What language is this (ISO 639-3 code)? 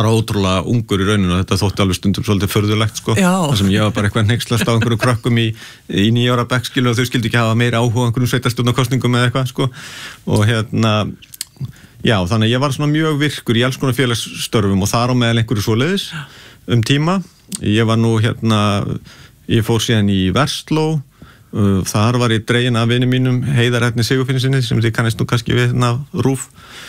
isl